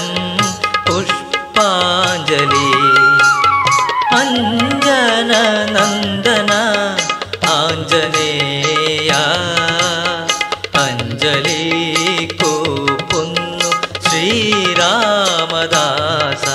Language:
Malayalam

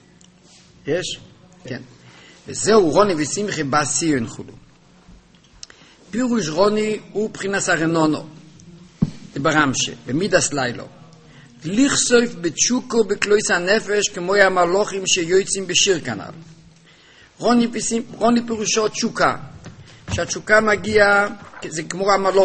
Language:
Hebrew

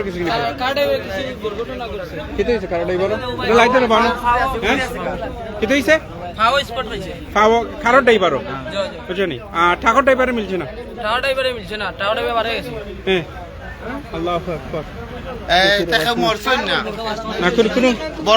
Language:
Sylheti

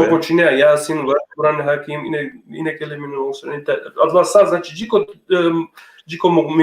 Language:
Balkan Romani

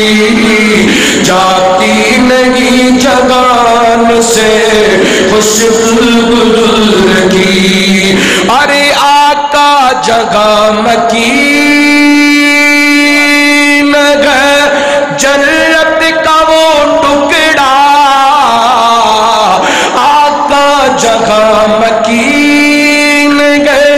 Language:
Urdu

